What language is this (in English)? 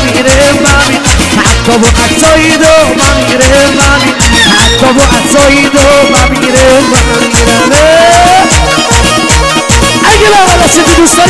Persian